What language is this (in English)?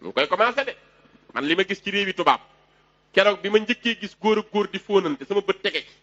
Wolof